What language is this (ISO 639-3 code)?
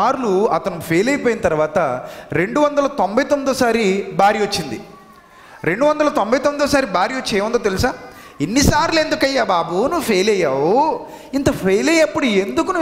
tel